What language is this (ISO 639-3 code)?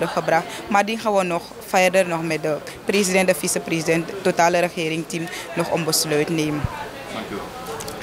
nld